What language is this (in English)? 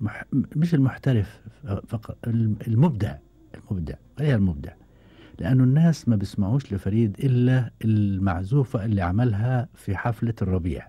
Gulf Arabic